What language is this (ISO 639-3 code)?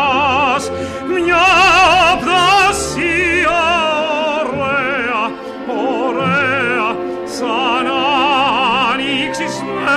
ell